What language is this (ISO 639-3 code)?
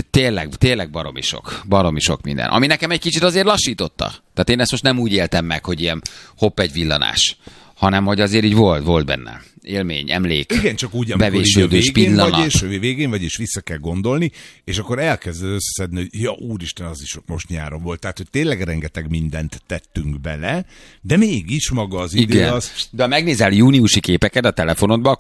hun